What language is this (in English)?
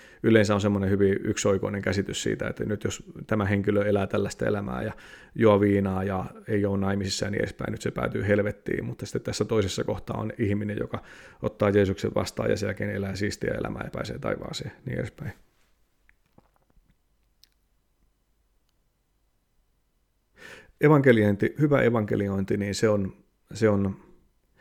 Finnish